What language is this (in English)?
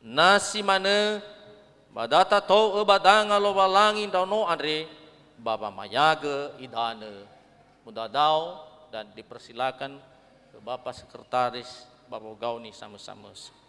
Nias